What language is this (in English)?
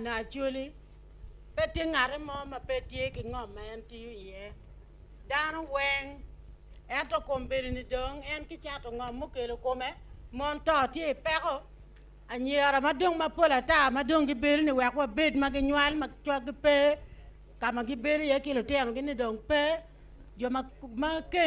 Acoli